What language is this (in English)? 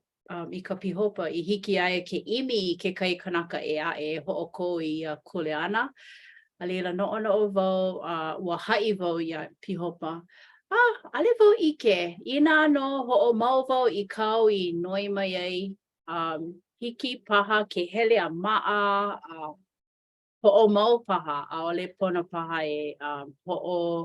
Hawaiian